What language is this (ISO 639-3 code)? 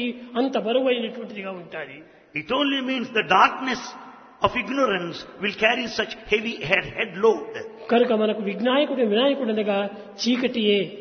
tel